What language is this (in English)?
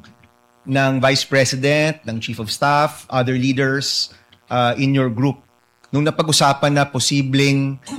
Filipino